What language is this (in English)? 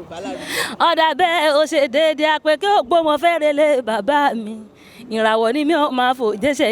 Yoruba